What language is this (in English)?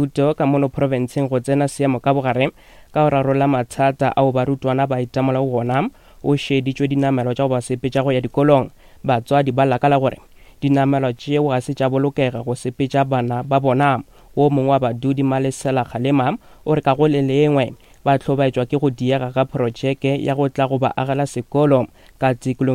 Northern Sotho